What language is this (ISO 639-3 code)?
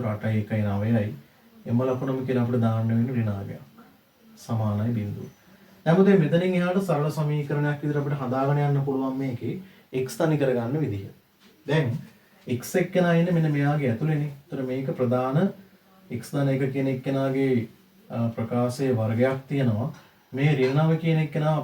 sin